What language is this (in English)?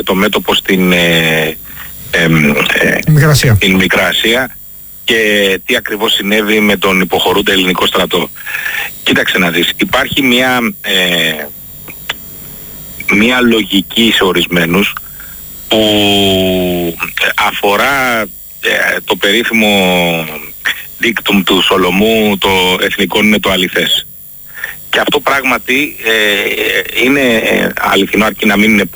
Greek